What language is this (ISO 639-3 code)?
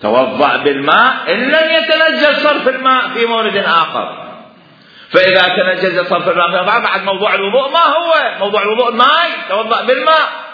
acm